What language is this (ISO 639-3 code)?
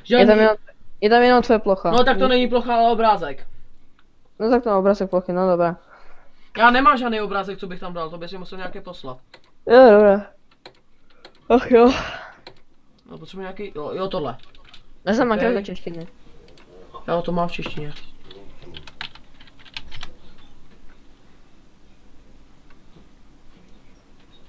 ces